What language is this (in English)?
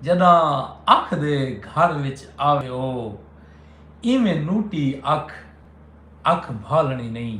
Saraiki